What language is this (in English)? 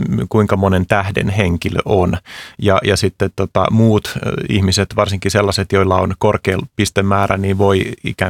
Finnish